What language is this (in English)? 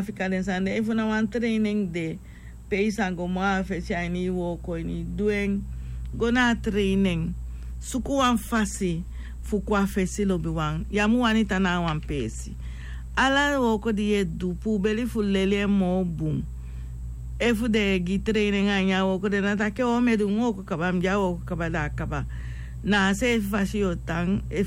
Sranan Tongo